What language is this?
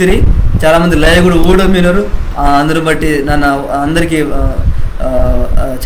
Koya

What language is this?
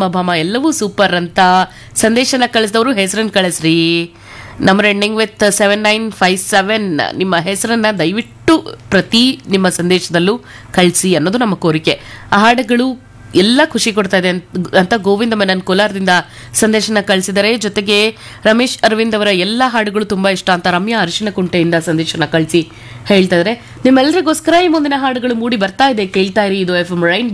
Kannada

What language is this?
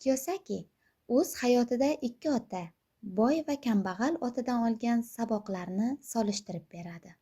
Uzbek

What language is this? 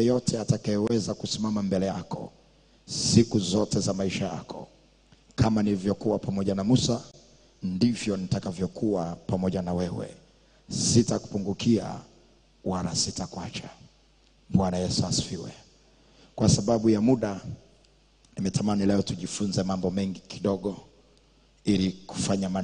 Swahili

